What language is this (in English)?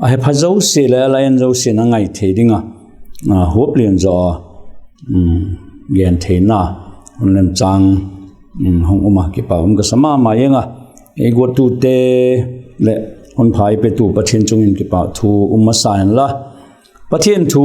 Vaiphei